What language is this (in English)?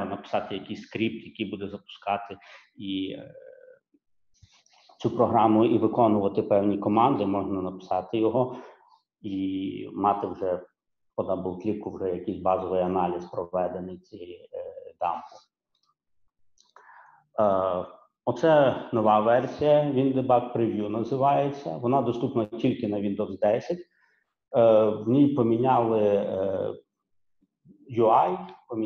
Ukrainian